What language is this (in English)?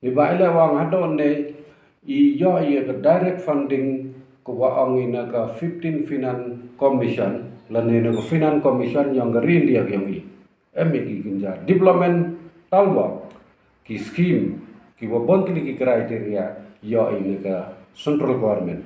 Pnar